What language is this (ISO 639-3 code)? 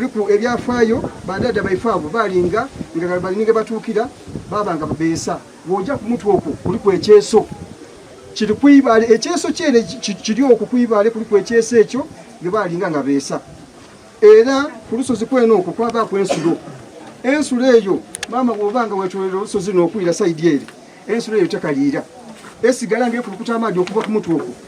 xog